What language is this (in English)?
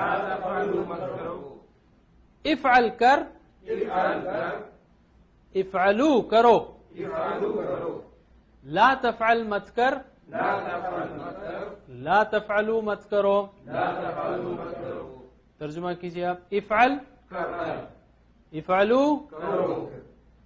Urdu